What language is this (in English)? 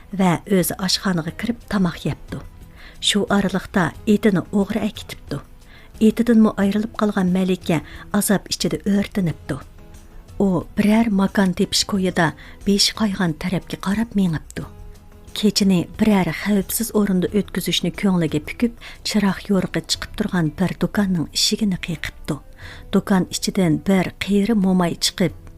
Uyghur